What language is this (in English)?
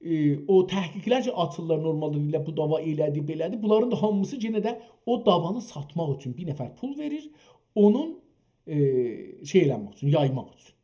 South Azerbaijani